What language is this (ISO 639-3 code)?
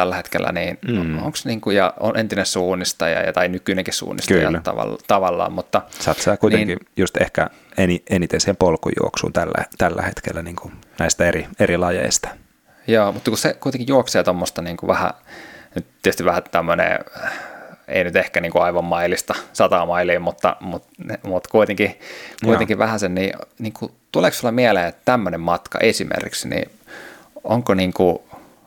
fin